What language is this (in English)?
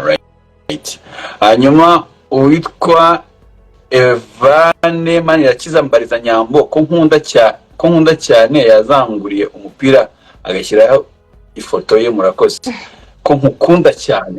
Kinyarwanda